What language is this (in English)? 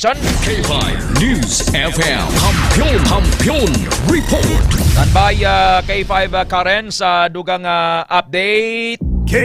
Hiligaynon